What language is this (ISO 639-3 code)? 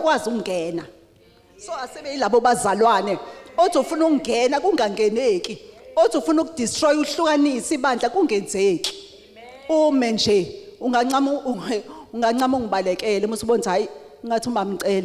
zul